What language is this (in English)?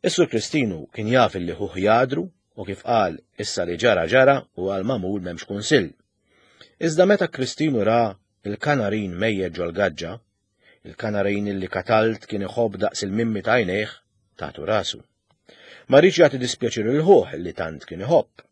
Maltese